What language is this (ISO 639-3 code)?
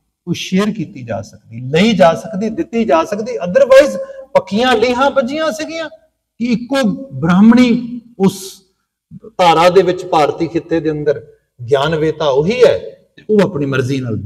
pan